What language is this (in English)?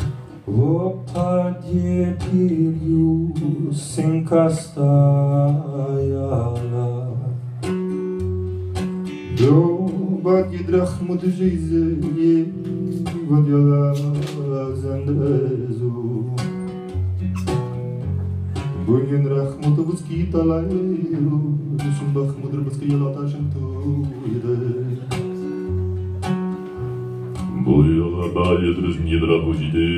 Norwegian